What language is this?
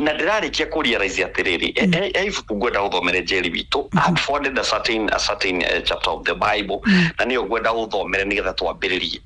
Kikuyu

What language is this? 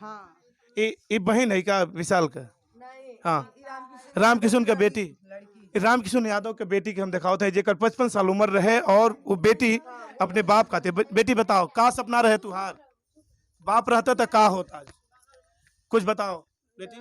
Bhojpuri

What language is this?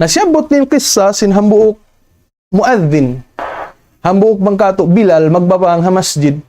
Tausug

